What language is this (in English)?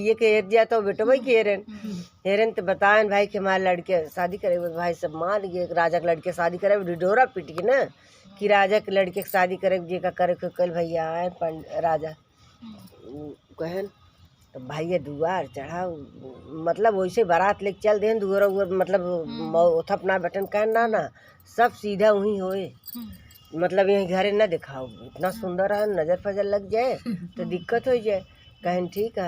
Awadhi